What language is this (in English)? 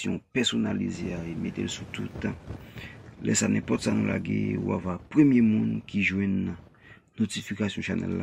Haitian Creole